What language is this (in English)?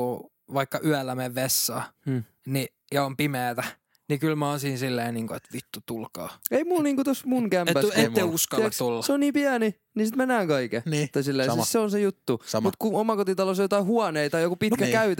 Finnish